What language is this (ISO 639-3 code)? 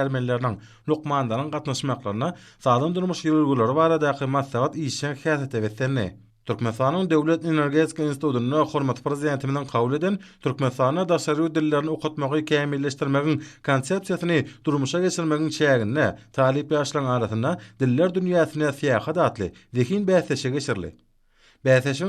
tuk